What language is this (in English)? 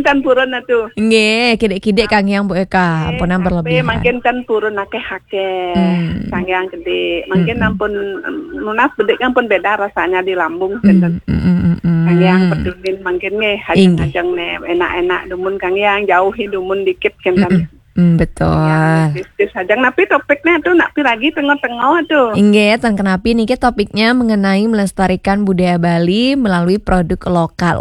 Balinese